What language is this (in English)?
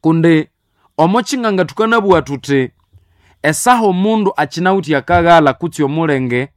Nande